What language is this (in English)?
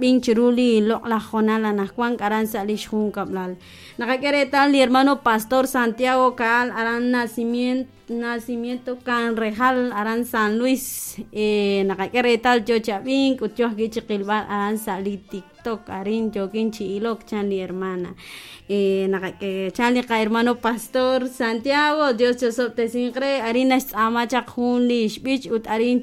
Kekchí